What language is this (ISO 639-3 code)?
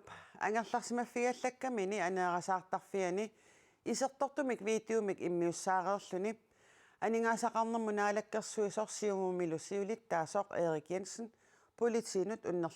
kal